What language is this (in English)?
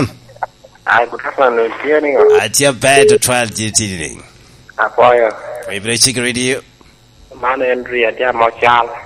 Lango (Uganda)